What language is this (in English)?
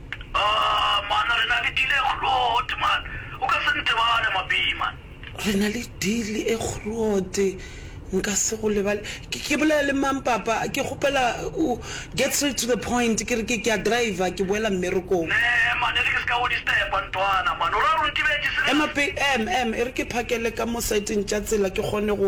Northern Sotho